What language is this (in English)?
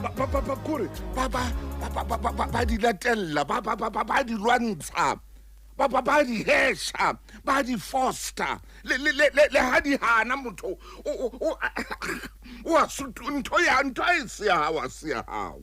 Southern Sotho